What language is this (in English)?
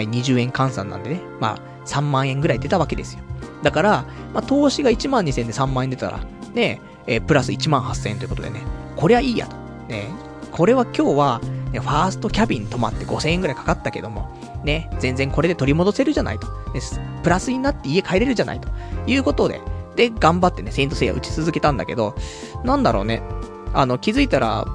Japanese